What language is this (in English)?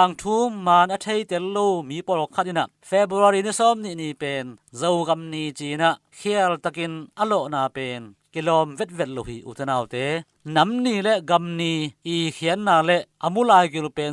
Tedim Chin